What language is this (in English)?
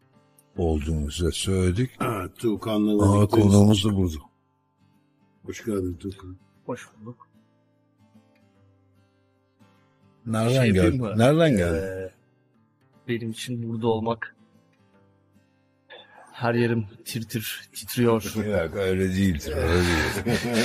Turkish